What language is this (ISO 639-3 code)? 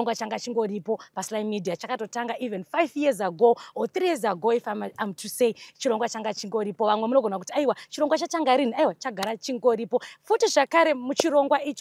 sna